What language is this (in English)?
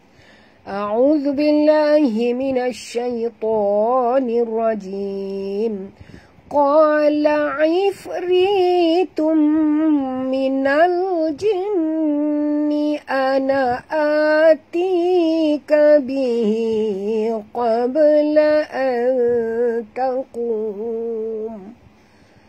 Malay